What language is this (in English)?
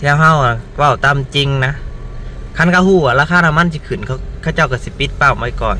Northeastern Thai